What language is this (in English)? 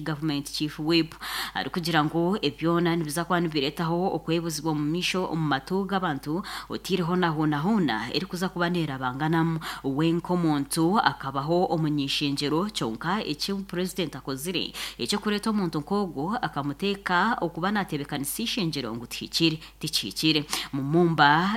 Nyankole